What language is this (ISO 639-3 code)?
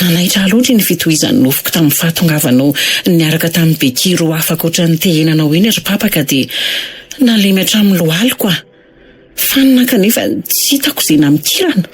mlg